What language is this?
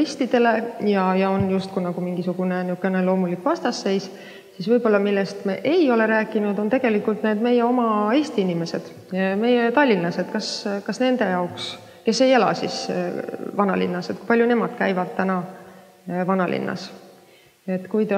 Estonian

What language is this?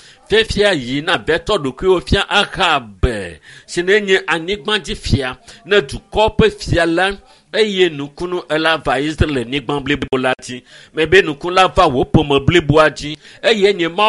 Ewe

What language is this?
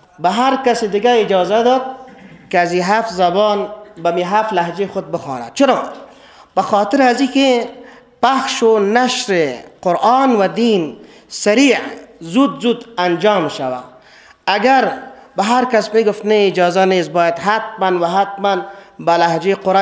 Persian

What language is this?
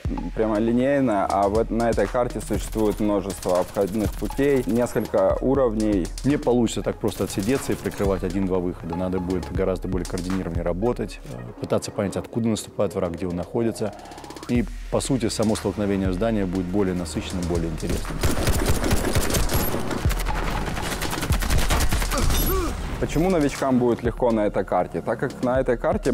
Russian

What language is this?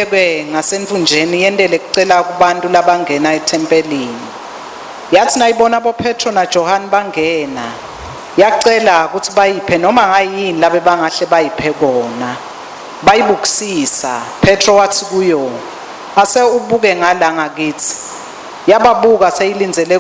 Swati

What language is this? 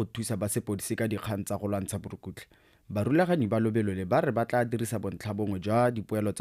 Tswana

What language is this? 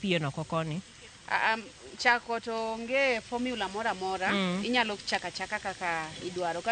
Luo (Kenya and Tanzania)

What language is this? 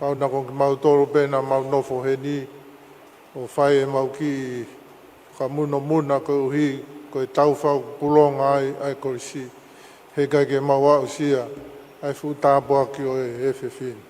Tongan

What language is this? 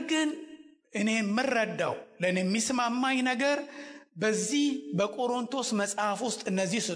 Amharic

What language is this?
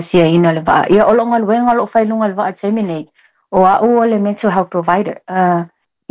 Samoan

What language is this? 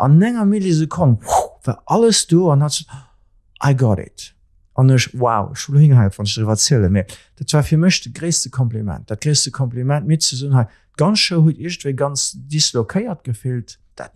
Luxembourgish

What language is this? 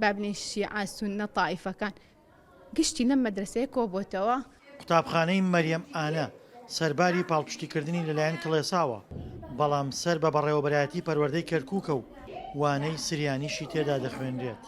Central Kurdish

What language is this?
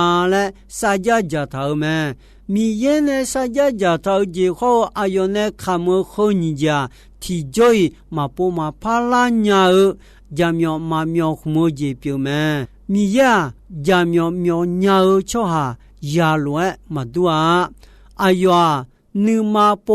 Akha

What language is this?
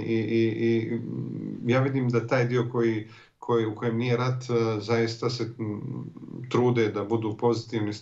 Bosnian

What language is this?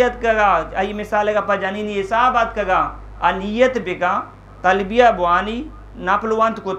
Eastern Balochi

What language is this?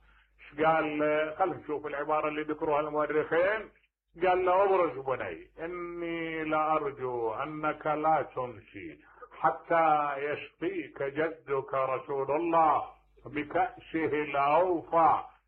Mesopotamian Arabic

